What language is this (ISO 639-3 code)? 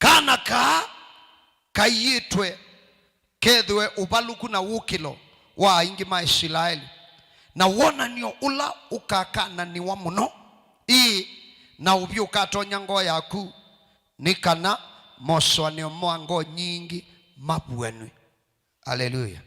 kam